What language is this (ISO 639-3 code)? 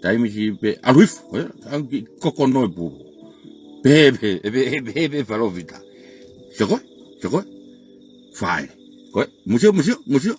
ton